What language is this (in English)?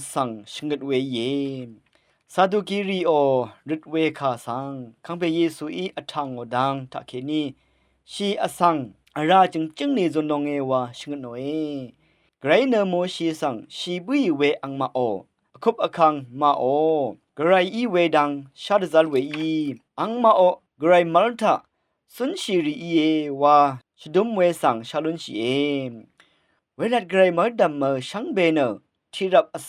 Rawang